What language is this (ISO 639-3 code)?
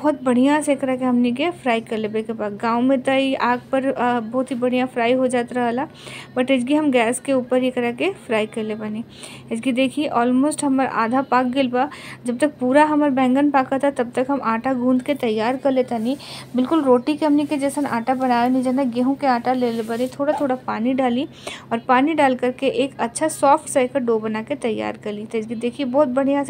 bho